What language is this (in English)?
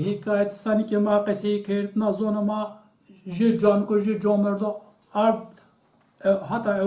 Zaza